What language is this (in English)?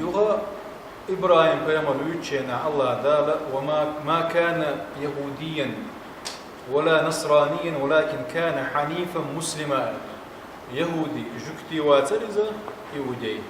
Chechen